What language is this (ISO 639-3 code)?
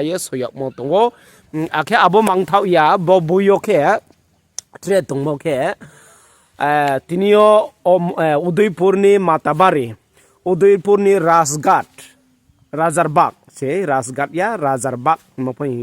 ria